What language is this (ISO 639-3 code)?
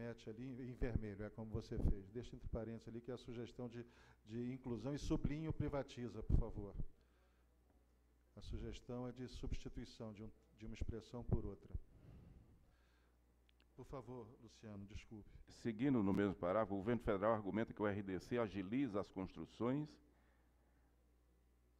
por